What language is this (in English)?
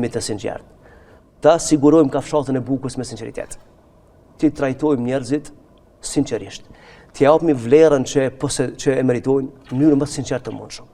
Albanian